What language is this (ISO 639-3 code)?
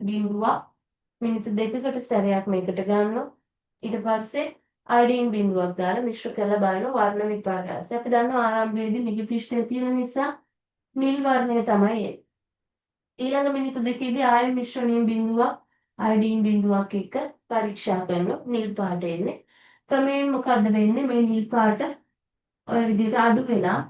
sin